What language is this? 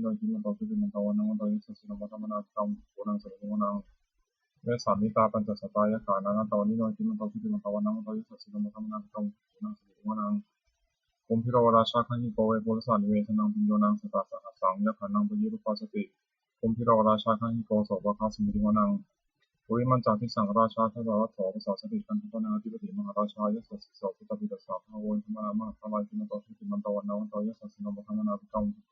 Pali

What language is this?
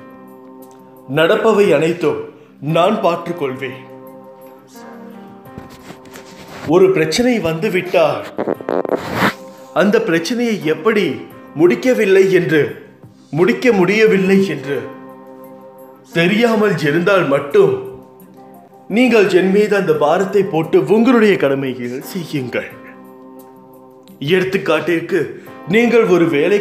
Tamil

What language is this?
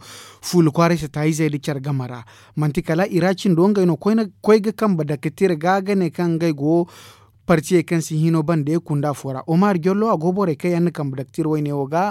Zarma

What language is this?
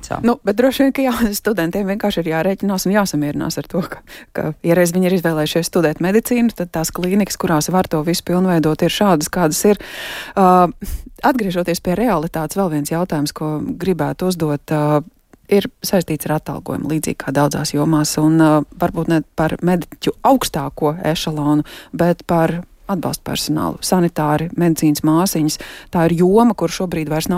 Latvian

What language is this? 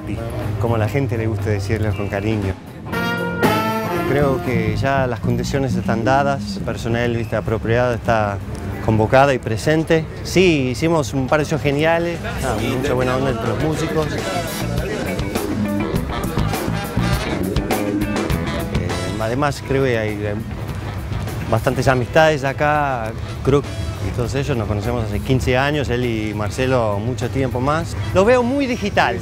Spanish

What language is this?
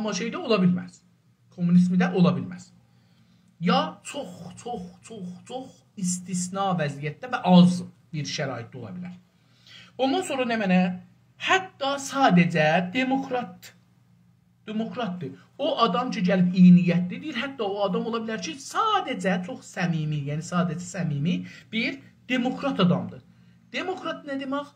South Azerbaijani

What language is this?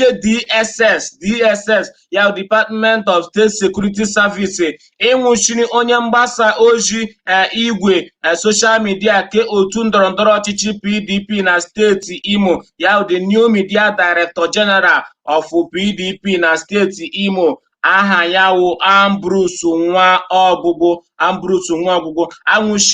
Igbo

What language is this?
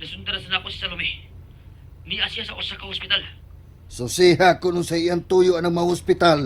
Cebuano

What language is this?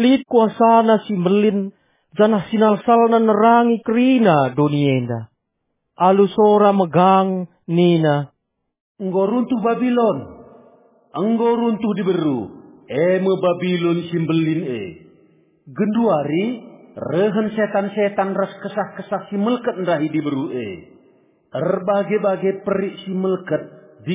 Batak Karo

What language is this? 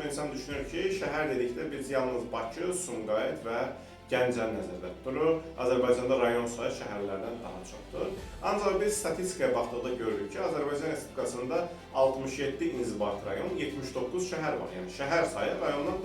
Azerbaijani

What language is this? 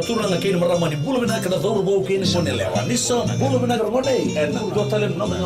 Fijian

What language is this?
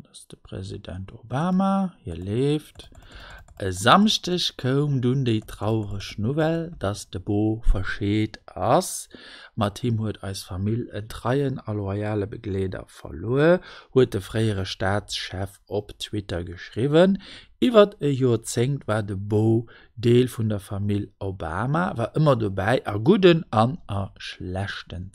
Luxembourgish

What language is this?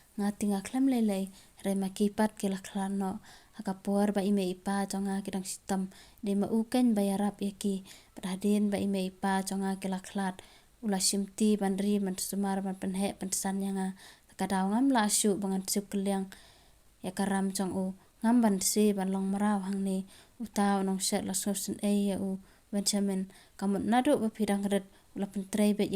Khasi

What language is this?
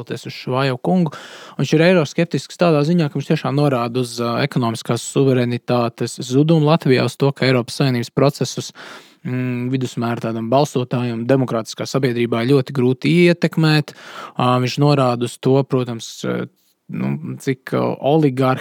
Latvian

